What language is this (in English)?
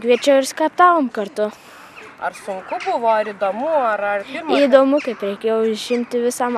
Lithuanian